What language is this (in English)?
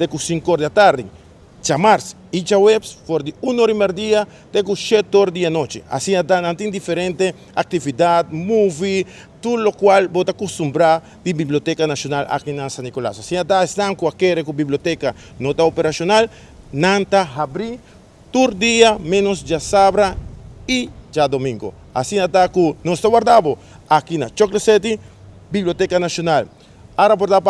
Papiamento